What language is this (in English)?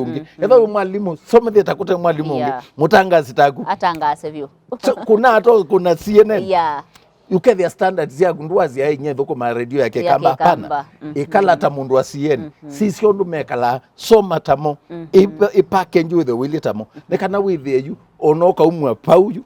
Kamba